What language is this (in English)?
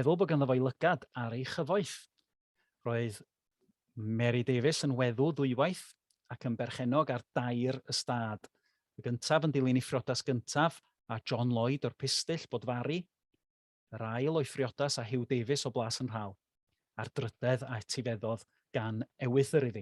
Welsh